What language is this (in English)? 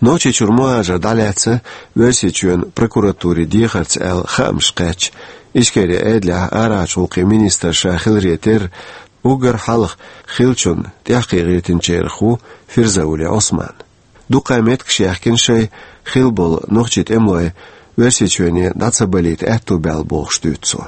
Chechen